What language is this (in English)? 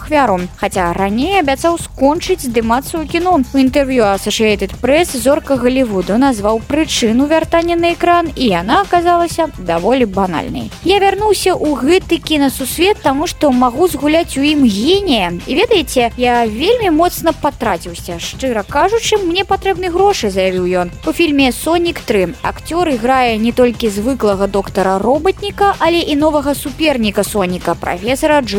Belarusian